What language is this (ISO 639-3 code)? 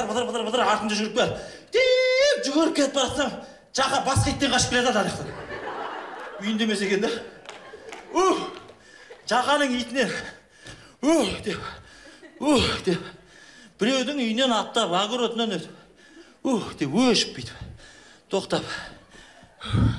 kaz